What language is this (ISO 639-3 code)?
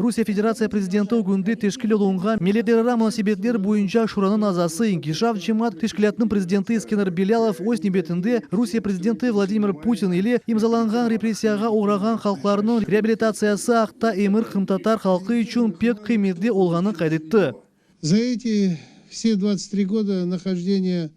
crh